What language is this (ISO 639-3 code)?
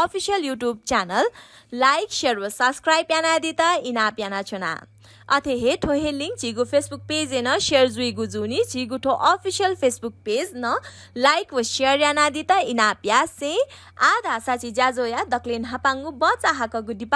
new